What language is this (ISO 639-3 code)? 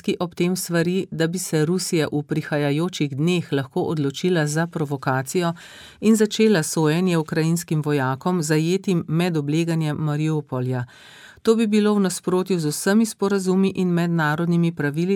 slv